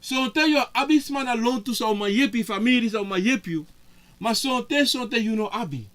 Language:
Sranan Tongo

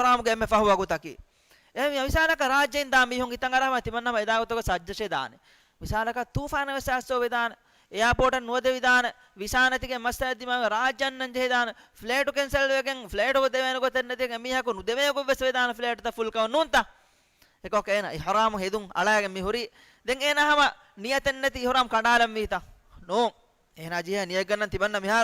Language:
Divehi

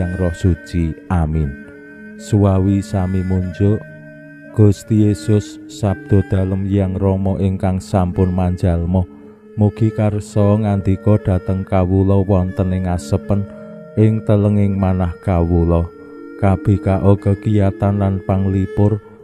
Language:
Javanese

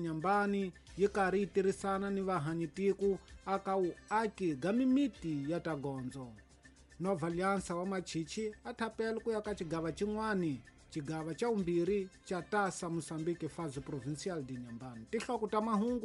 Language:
Tsonga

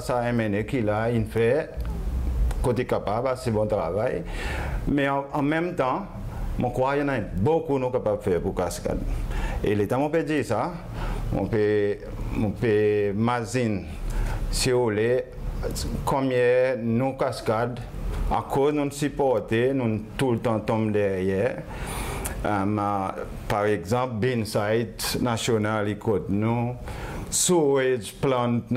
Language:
Seselwa Creole French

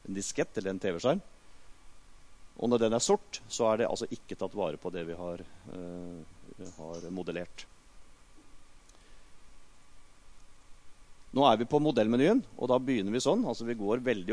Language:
Norwegian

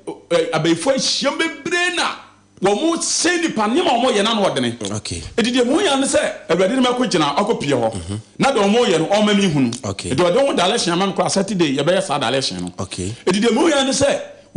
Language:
Akan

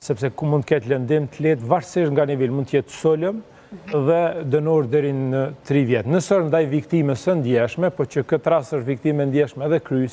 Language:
Albanian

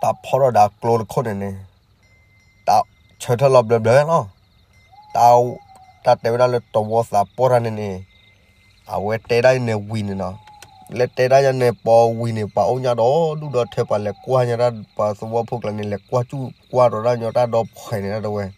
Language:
S'gaw Karen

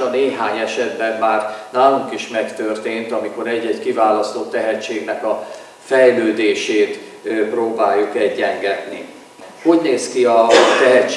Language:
Hungarian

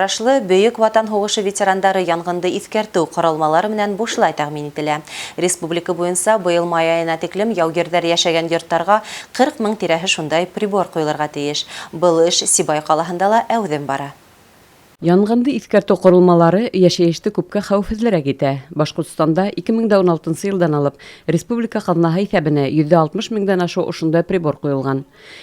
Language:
Bashkir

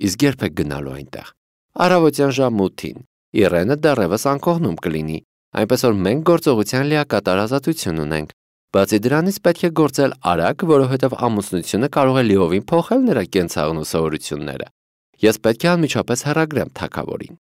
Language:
Armenian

